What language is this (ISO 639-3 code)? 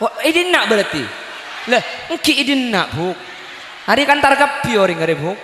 mad